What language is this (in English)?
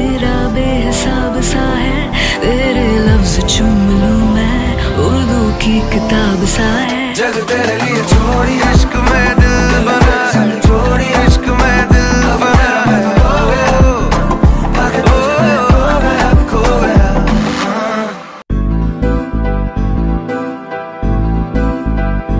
Hindi